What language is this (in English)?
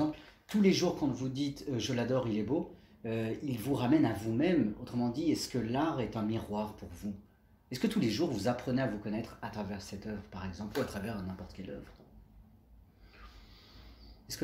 French